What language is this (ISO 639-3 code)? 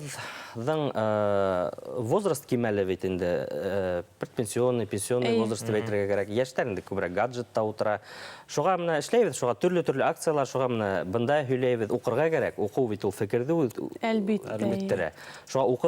bak